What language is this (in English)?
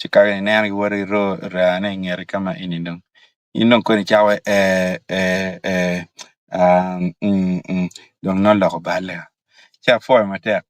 Acoli